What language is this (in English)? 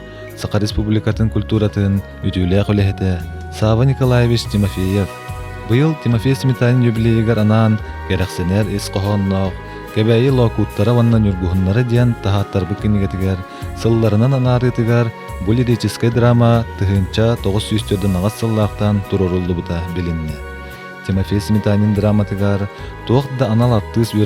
Yakut